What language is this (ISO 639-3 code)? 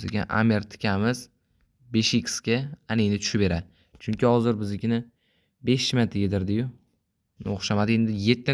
uzb